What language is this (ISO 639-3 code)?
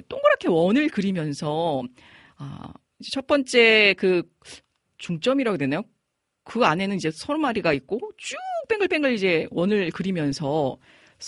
kor